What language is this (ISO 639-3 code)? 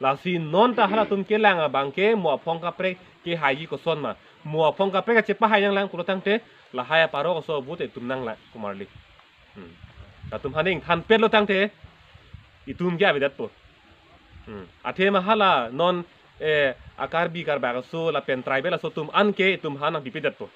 mjw